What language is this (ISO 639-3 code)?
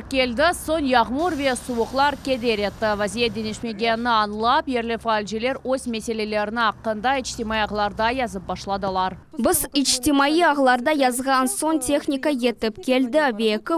crh